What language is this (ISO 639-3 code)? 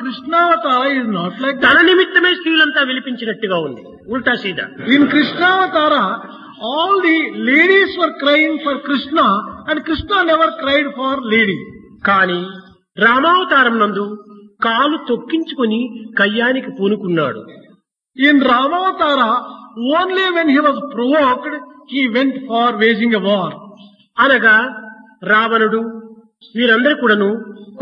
tel